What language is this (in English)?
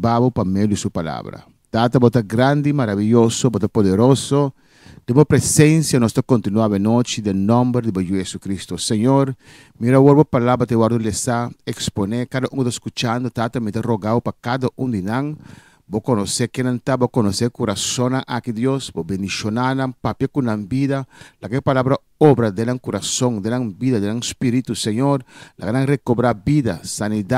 Papiamento